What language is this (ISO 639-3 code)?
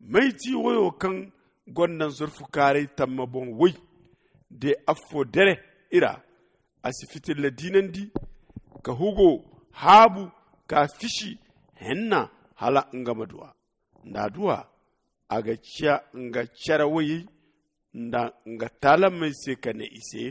dje